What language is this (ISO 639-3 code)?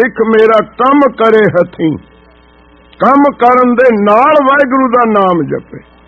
pan